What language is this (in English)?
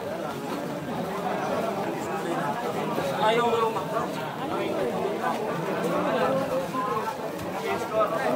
Filipino